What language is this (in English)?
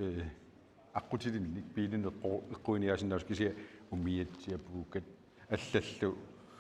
Kalaallisut